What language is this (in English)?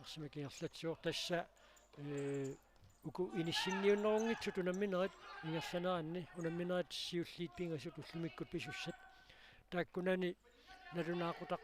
Kalaallisut